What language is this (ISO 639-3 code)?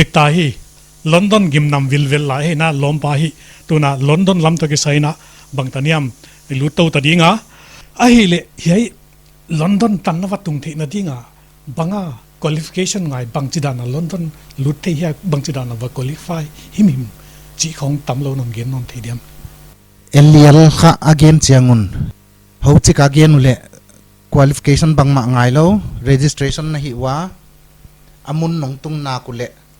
pck